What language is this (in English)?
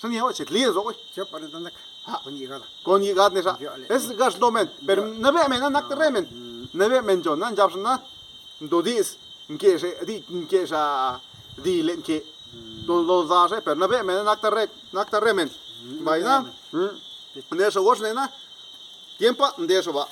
Zapotec